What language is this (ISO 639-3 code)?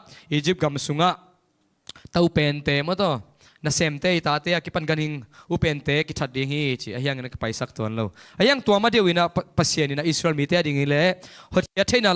ctd